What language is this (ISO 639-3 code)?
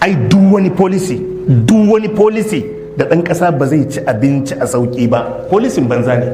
hau